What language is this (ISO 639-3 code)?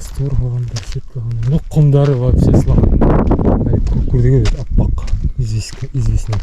bak